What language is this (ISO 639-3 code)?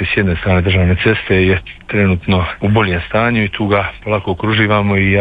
hrv